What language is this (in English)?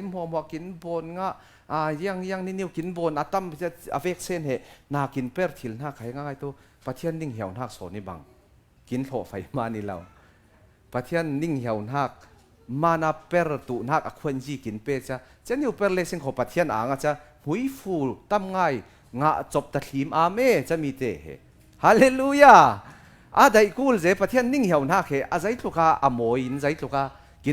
Falam Chin